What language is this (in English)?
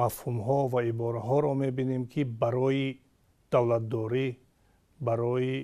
Tajik